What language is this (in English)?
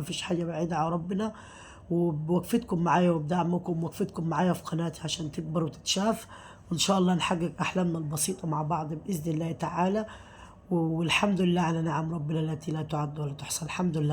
Egyptian Arabic